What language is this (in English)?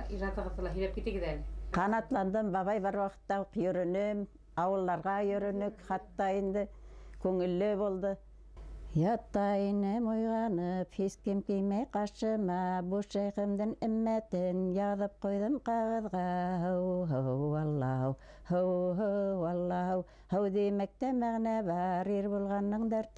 Bashkir